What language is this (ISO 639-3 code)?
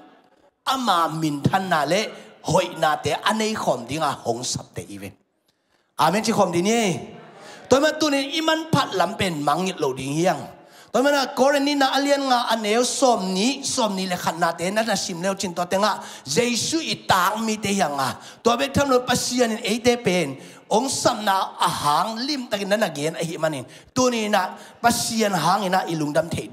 ctd